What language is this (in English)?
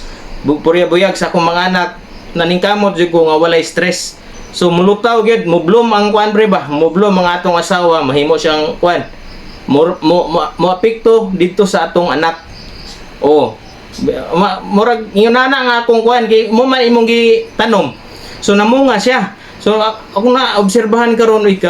Cebuano